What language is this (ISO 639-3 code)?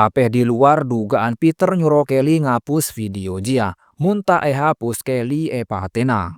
mad